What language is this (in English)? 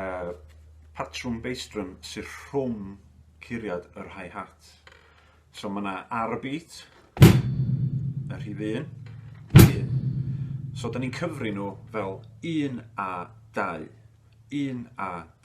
Welsh